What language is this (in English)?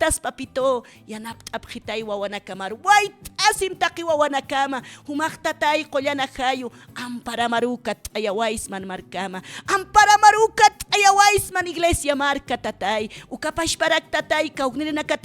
Aymara